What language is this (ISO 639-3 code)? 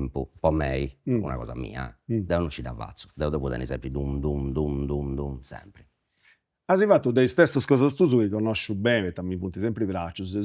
srd